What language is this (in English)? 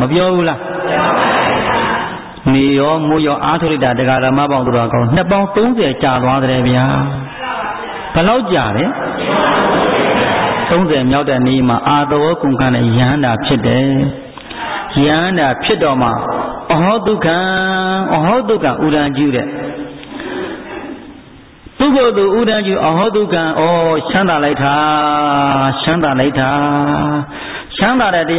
Burmese